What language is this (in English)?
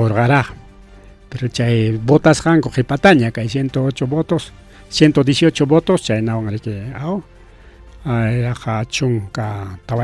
Ayacucho Quechua